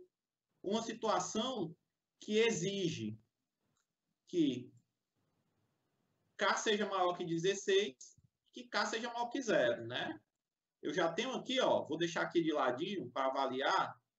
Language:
Portuguese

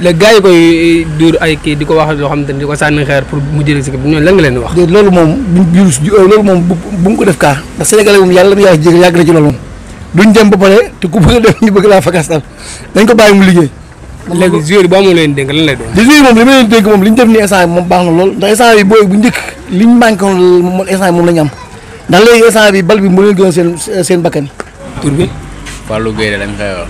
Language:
Wolof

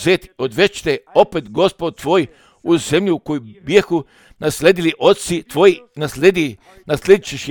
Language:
Serbian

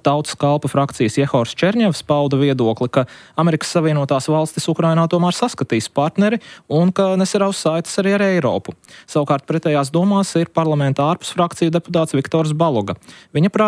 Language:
Latvian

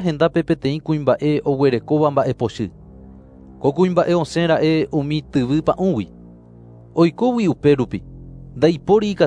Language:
Guarani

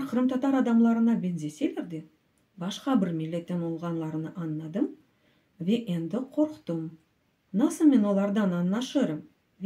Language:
Crimean Tatar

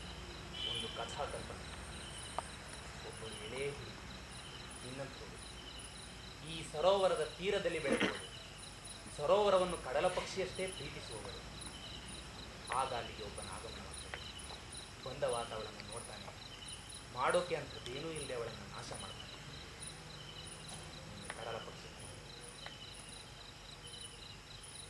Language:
Kannada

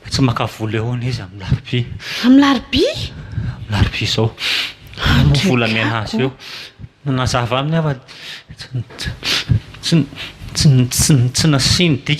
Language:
Malagasy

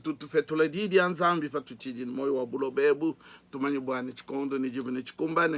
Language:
Luba-Lulua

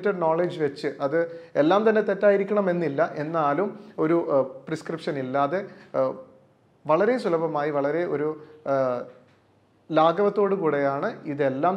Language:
Malayalam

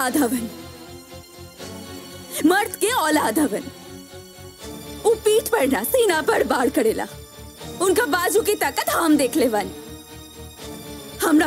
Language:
Bhojpuri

